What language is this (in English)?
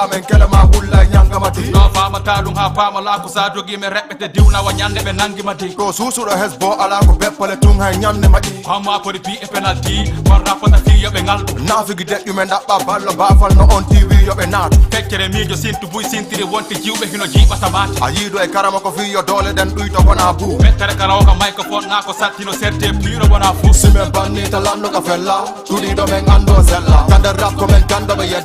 Fula